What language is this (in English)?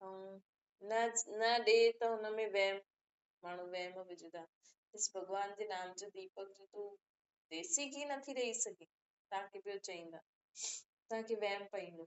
Sindhi